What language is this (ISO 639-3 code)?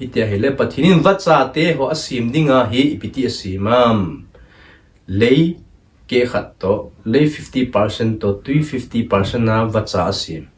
tcz